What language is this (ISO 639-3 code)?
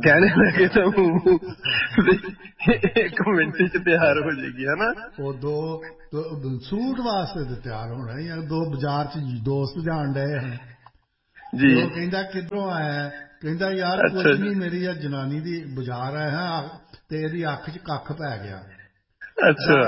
pan